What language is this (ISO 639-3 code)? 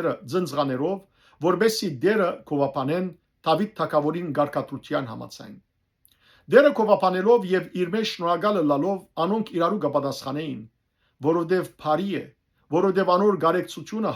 hyw